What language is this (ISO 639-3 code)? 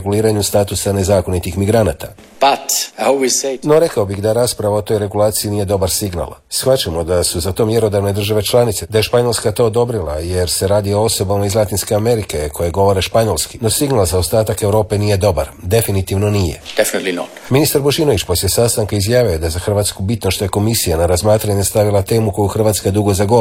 hrv